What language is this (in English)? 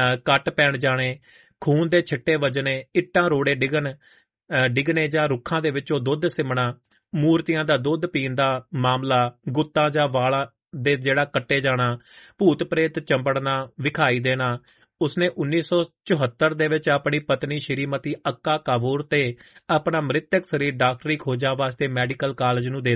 Punjabi